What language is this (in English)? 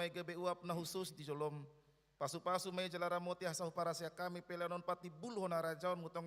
Batak Toba